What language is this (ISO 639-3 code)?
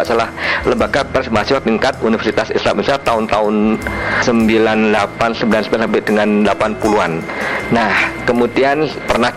ind